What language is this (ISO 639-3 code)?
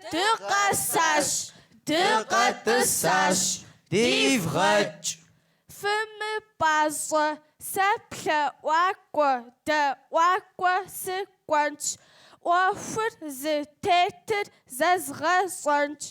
kbd